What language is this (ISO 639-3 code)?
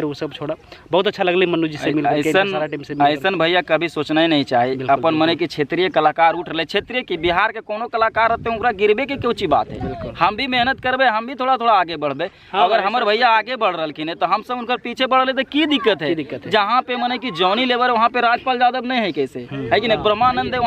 mag